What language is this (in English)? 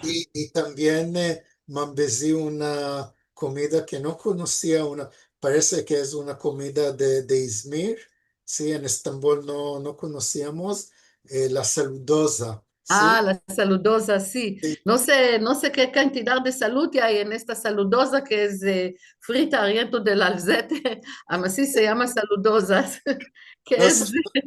Ladino